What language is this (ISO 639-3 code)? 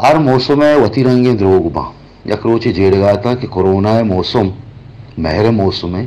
bal